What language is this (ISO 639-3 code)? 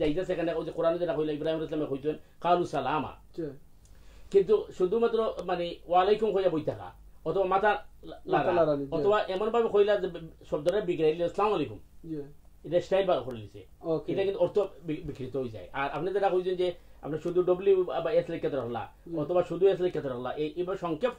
syl